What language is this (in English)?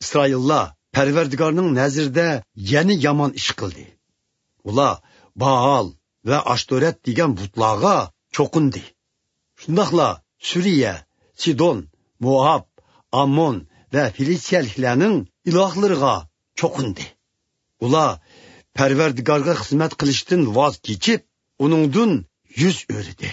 Uyghur